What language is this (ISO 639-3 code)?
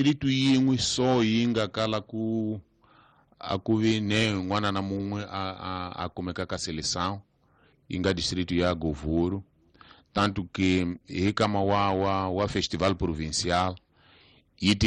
tso